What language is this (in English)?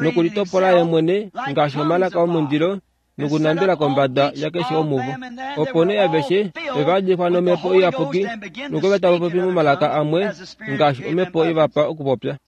Kuanyama